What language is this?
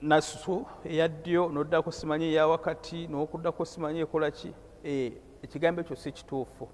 Ganda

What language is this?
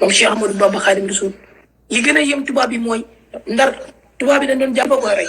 Wolof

